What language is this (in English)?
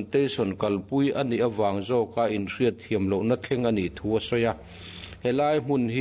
Mizo